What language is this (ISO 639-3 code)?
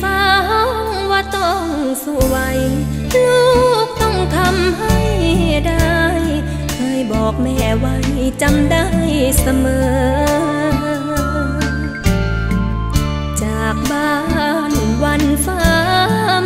tha